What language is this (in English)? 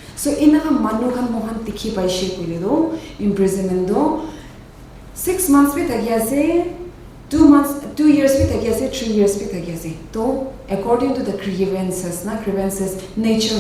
Naga Pidgin